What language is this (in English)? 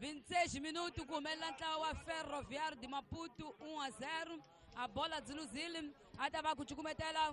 Tsonga